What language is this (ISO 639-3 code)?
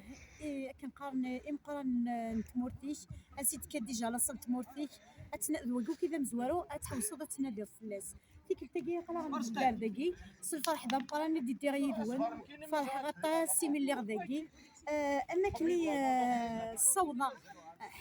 kab